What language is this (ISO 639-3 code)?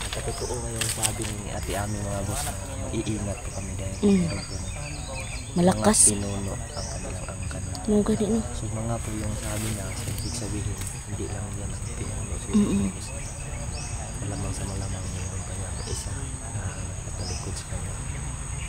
fil